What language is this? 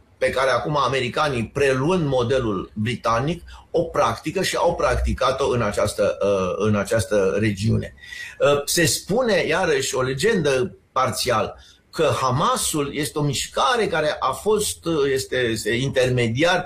Romanian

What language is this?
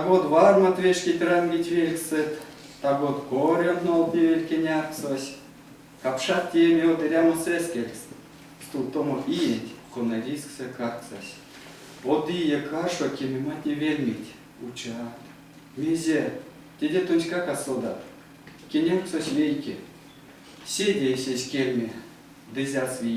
Erzya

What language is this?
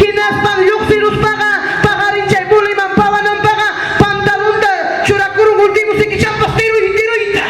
Ayacucho Quechua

